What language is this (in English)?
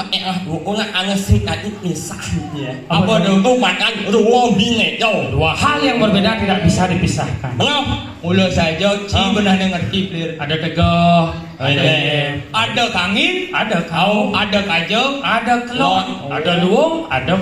Balinese